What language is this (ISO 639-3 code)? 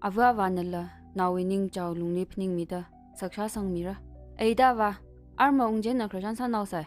nmf